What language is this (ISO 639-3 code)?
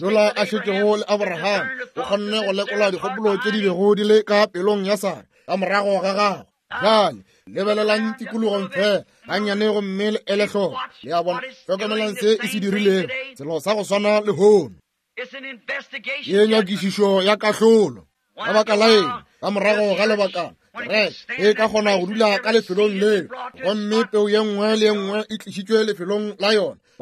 nso